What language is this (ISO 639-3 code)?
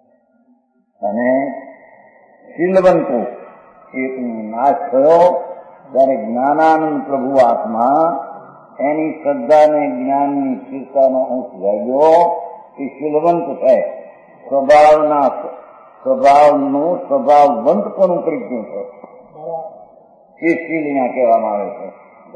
guj